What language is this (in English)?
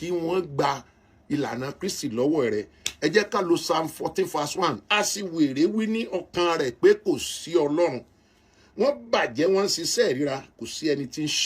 Yoruba